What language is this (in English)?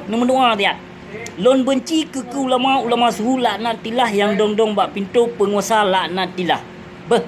Achinese